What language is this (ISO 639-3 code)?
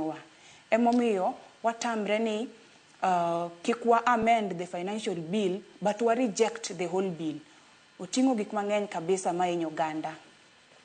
luo